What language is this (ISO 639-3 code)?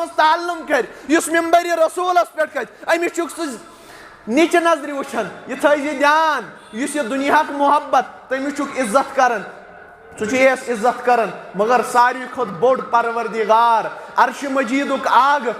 kas